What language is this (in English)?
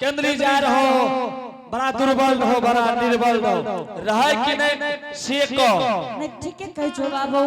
Angika